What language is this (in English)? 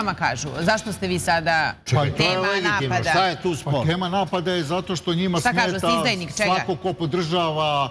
Serbian